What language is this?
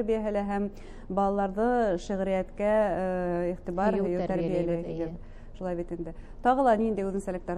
Bashkir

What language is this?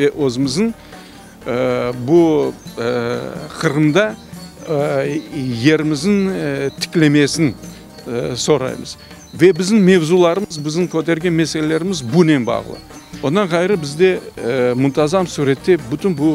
Crimean Tatar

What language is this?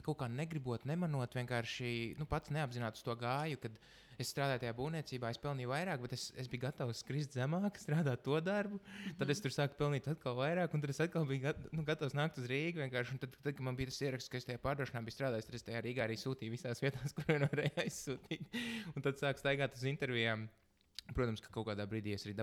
Latvian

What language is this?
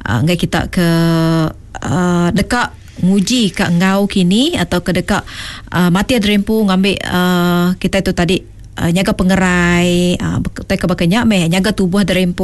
Iban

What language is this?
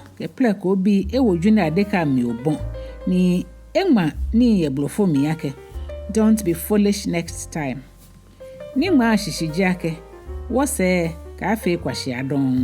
Ga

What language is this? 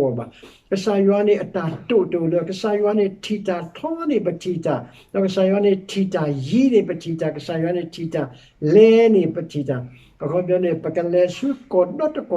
S'gaw Karen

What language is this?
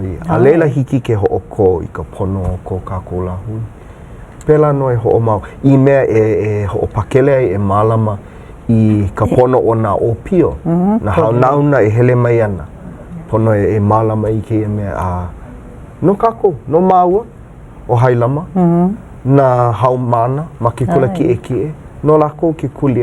Hawaiian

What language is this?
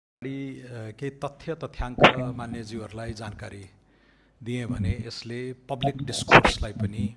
Nepali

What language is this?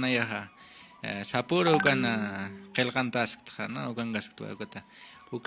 Aymara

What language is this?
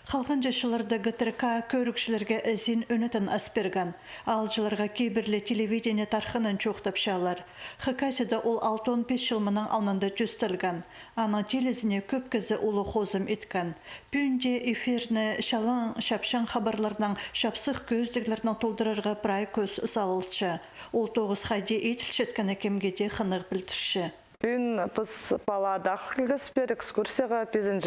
Khakas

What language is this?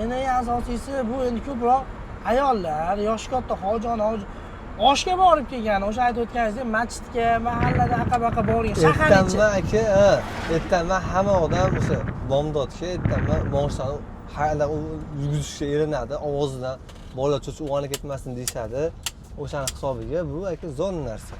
Uzbek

